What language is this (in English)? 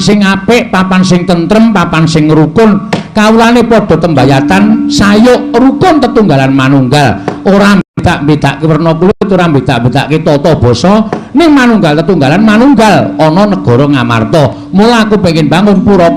Javanese